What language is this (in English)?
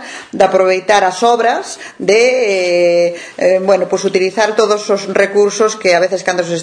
Galician